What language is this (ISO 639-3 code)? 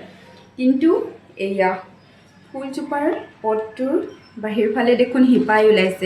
asm